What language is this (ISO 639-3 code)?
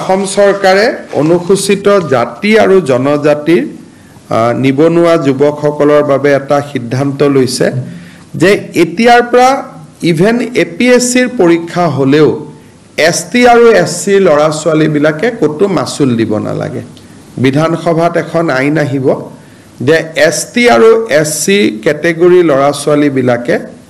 asm